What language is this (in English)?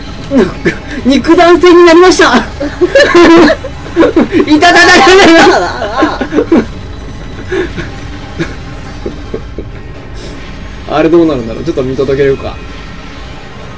Japanese